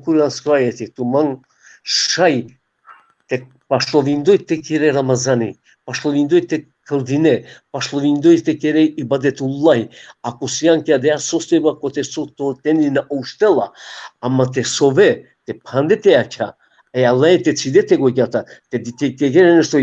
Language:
Balkan Romani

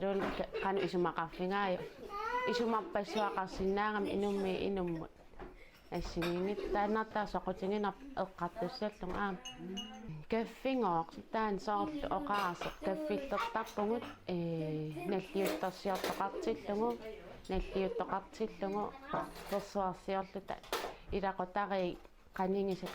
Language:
Kalaallisut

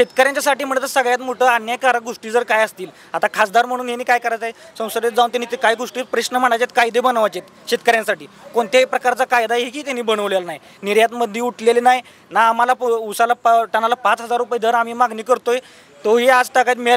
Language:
Marathi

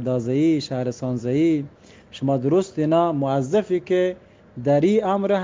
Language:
Eastern Balochi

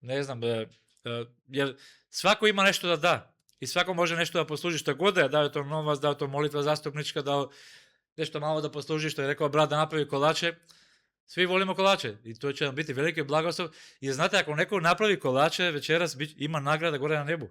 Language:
Macedonian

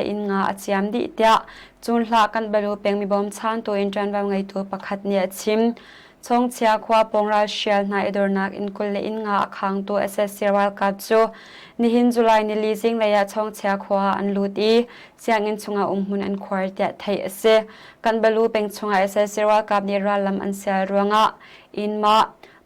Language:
Hakha Chin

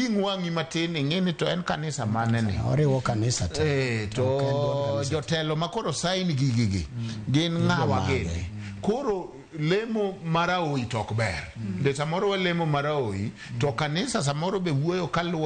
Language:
Luo (Kenya and Tanzania)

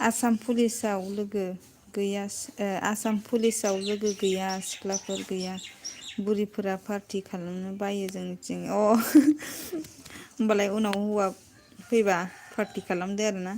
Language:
Bodo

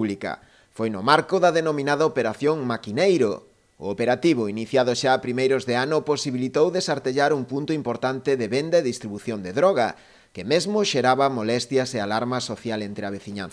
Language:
Galician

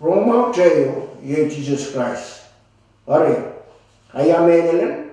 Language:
Pohnpeian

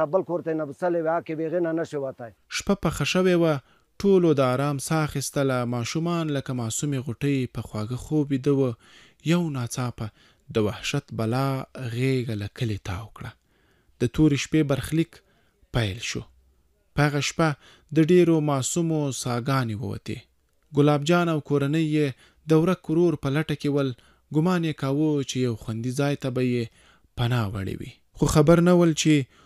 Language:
Pashto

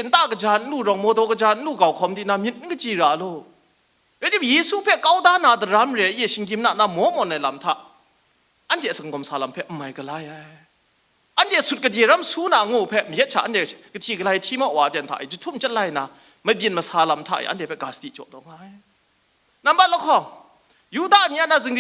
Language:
Kachin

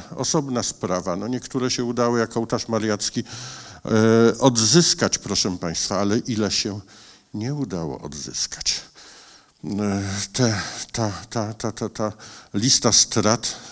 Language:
Polish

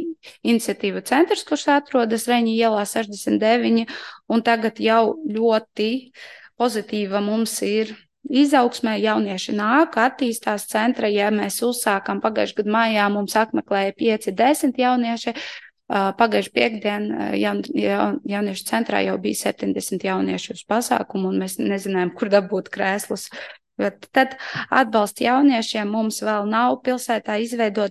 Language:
Latvian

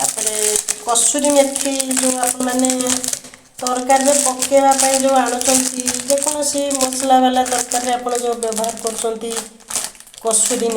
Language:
Odia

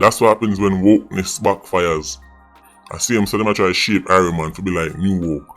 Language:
Jamaican Creole English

